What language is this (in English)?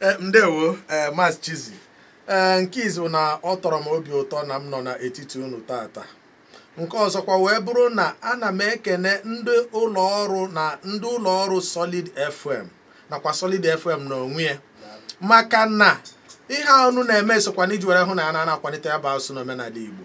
Igbo